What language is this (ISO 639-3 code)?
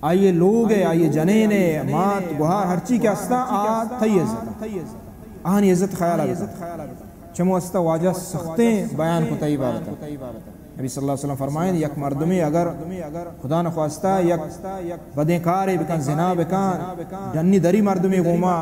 bal